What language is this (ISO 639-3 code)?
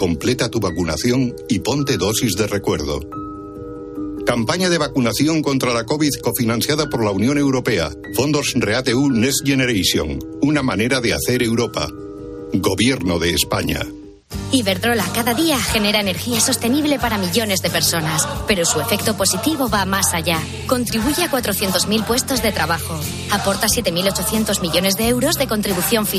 spa